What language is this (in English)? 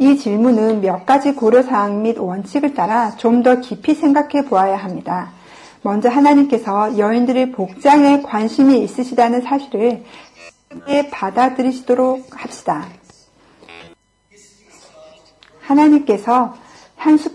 Korean